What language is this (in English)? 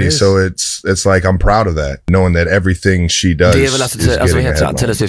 Swedish